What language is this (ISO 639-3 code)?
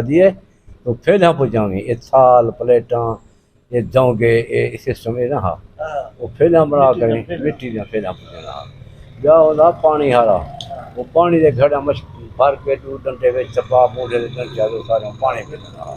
skr